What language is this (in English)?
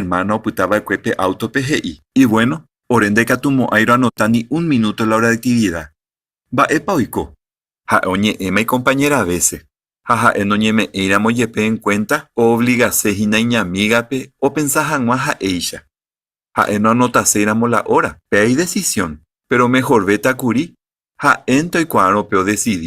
Guarani